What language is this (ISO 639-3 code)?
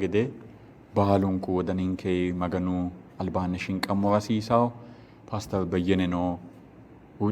sid